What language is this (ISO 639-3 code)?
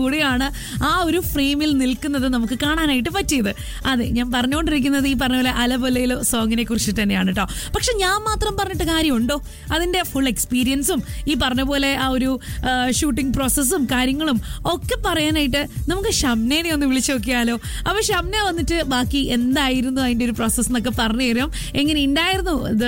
mal